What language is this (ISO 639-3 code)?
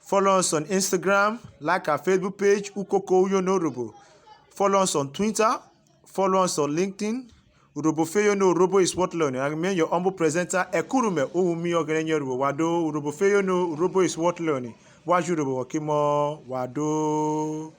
urh